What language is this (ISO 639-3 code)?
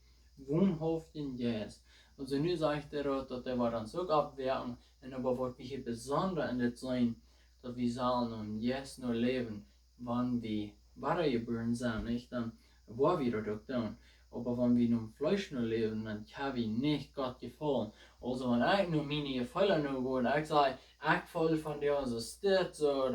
pdt